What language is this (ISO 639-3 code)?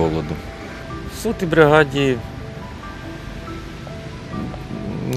ukr